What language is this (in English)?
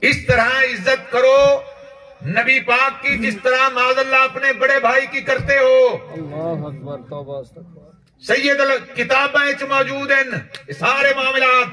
Saraiki